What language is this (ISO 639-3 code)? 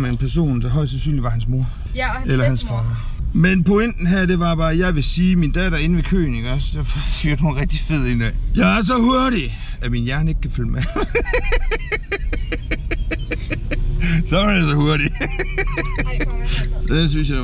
dan